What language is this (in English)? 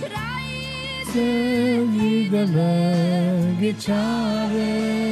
Yiddish